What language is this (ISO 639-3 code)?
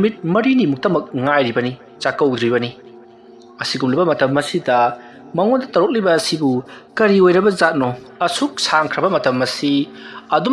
mni